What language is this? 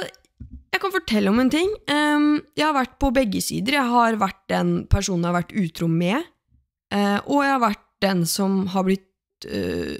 Norwegian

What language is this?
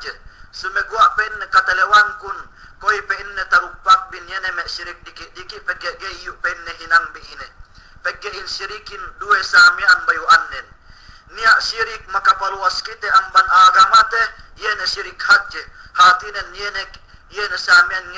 Yakan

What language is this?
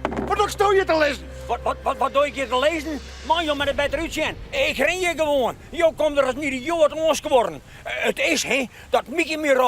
Western Frisian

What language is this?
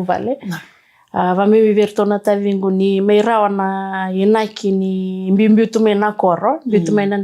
Fijian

